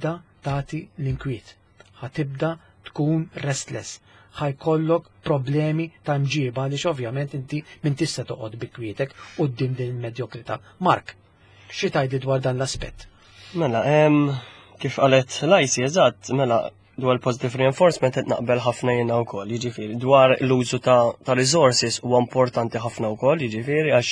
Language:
Maltese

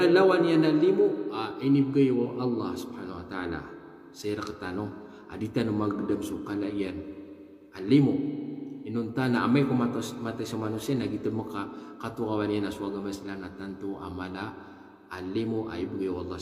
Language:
Maranao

